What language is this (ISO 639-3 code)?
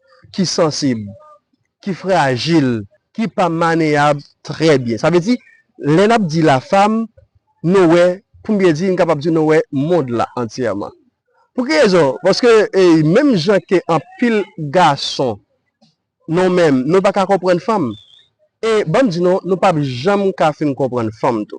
hat